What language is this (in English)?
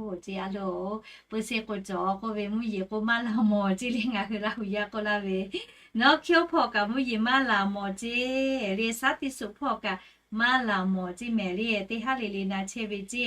Lahu